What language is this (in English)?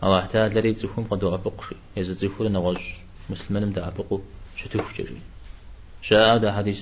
Kabardian